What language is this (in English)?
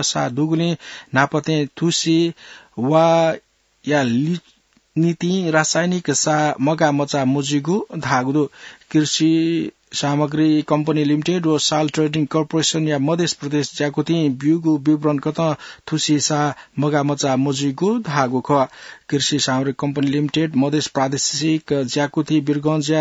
Newari